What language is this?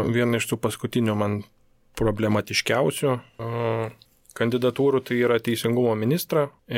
Lithuanian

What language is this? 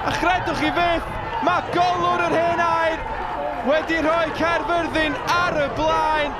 Welsh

